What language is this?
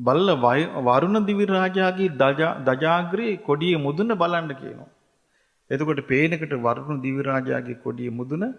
Sinhala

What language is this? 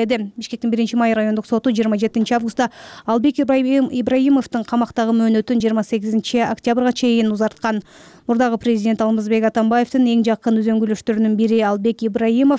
Kyrgyz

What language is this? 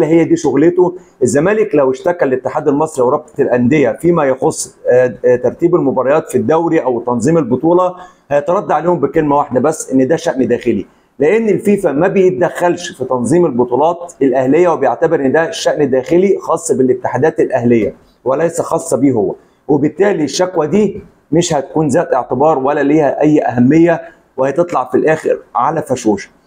Egyptian Arabic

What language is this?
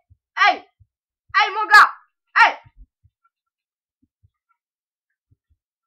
French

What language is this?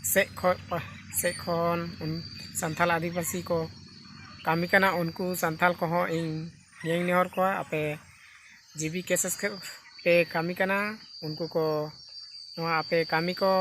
Santali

